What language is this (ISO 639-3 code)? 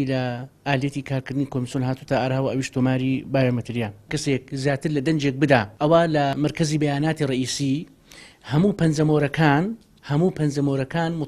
ckb